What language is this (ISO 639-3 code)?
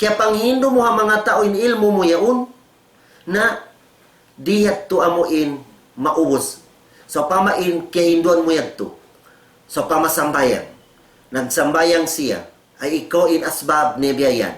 tsg